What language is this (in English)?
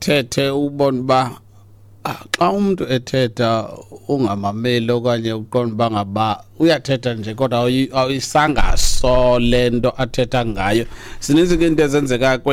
Xhosa